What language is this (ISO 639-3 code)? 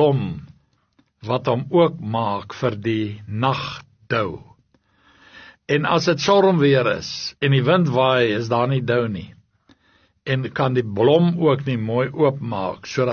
afr